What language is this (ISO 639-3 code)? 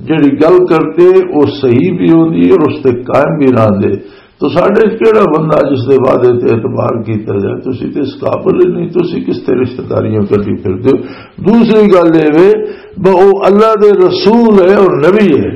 lah